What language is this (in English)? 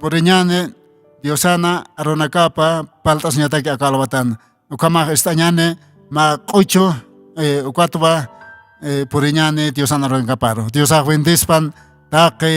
Aymara